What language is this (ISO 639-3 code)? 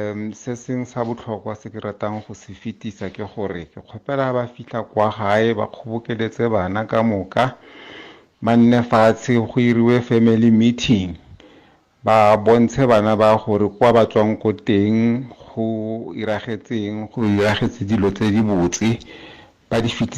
nso